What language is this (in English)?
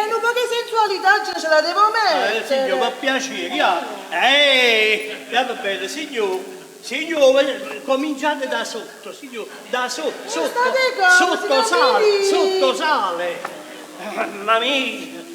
Neapolitan